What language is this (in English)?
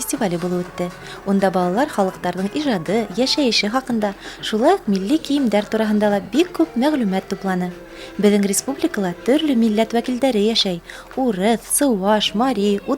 Bashkir